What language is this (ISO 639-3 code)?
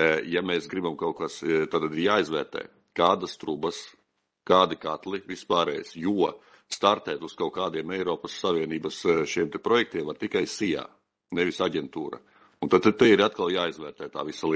lav